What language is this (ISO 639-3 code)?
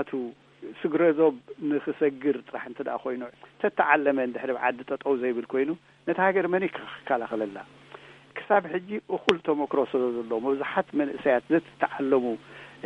tir